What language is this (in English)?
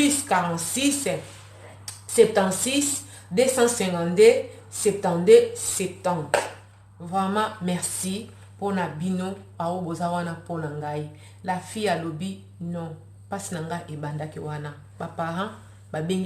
Lingala